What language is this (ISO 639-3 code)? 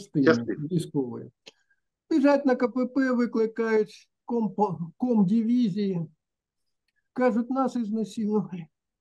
ukr